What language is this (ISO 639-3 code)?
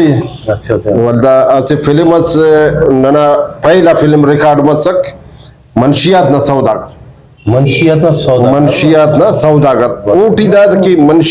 brh